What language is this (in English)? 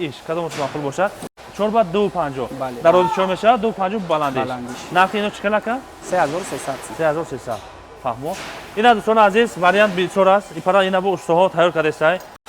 Tajik